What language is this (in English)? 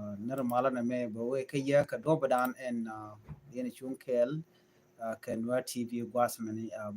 Nuer